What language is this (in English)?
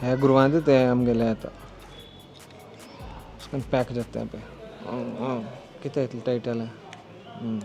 Konkani